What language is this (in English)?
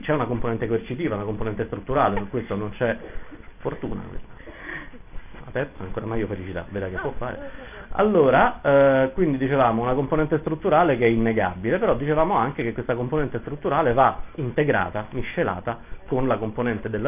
Italian